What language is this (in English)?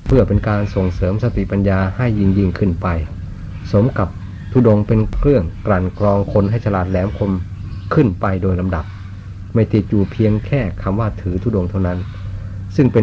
Thai